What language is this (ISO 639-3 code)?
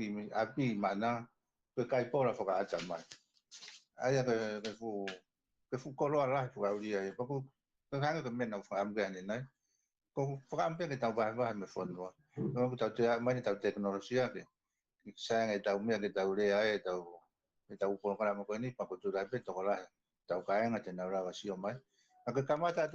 ton